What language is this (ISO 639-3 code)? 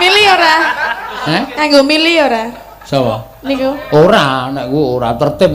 jav